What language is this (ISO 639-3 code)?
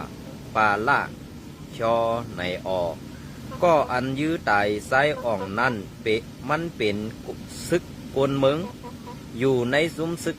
shn